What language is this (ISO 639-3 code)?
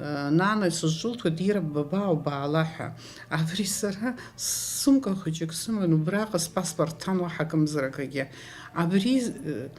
abk